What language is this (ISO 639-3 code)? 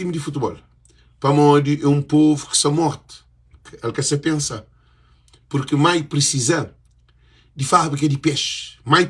kea